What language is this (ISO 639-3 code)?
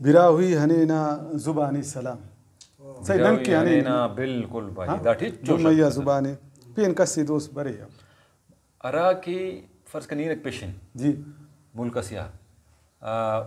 brh